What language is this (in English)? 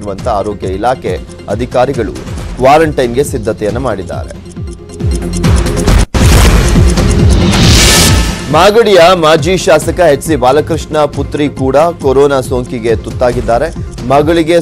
Kannada